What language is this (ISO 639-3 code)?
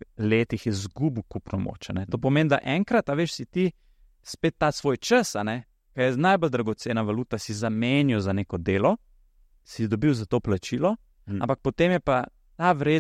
slv